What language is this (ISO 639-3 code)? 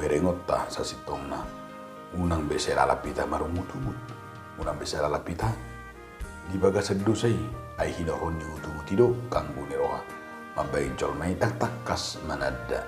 bbc